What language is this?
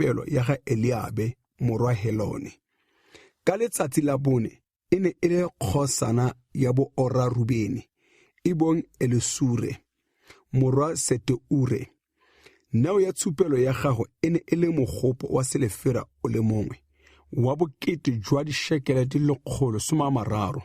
Tswana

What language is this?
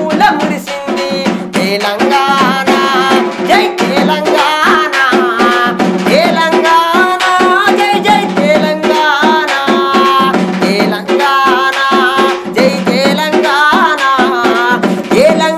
Telugu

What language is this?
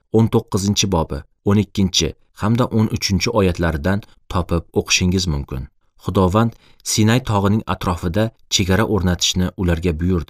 Uzbek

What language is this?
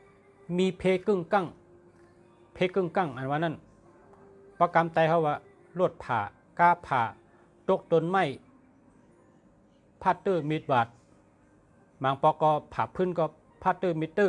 Shan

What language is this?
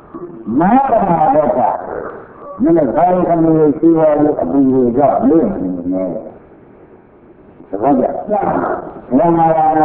Burmese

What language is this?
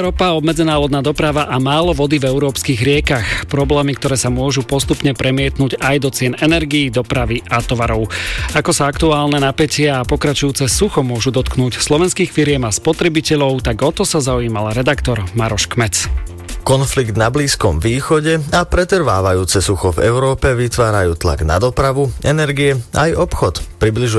Slovak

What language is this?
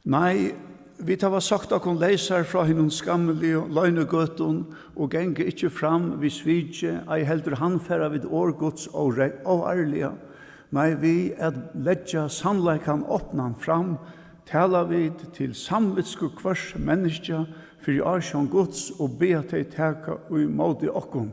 Faroese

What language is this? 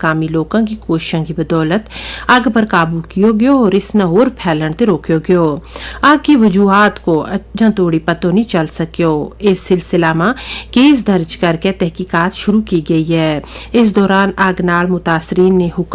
Gujari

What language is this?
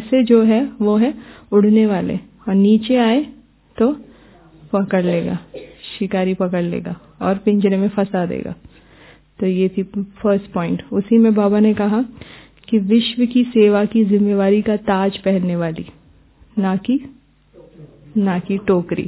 Hindi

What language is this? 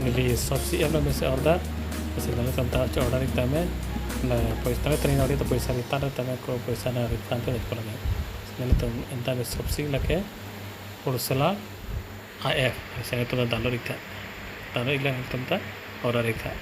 Karbi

